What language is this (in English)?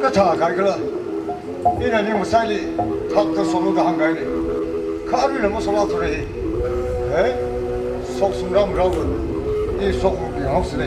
Tangkhul Naga (India)